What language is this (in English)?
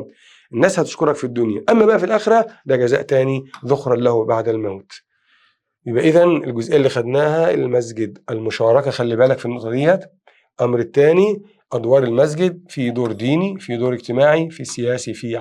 Egyptian Arabic